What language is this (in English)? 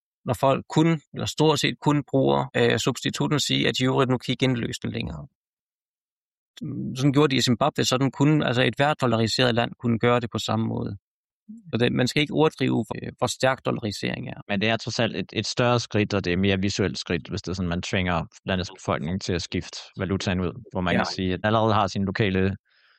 Danish